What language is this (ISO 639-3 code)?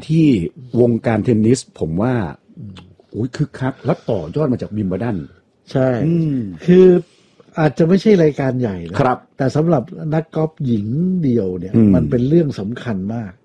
tha